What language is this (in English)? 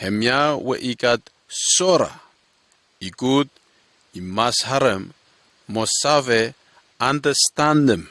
Bislama